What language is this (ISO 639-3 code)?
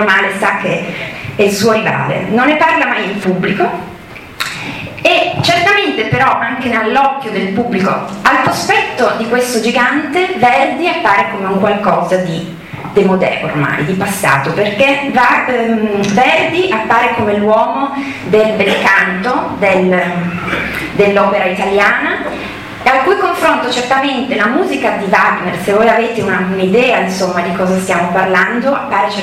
ita